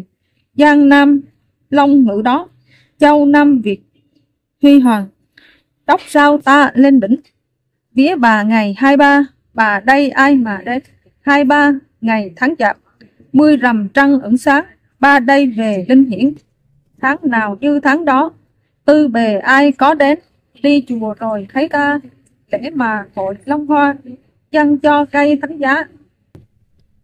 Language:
Vietnamese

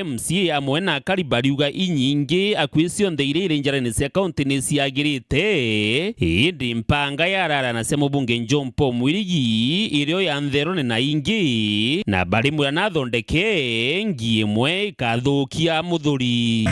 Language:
Meru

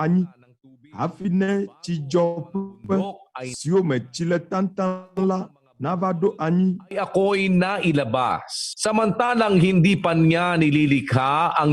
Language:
Ewe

